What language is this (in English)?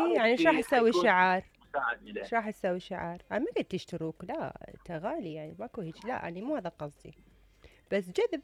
Mesopotamian Arabic